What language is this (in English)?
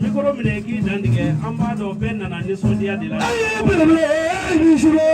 Bambara